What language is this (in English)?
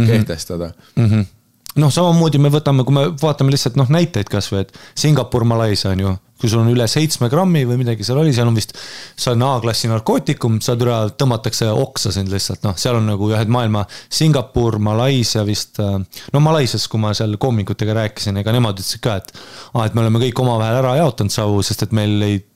Estonian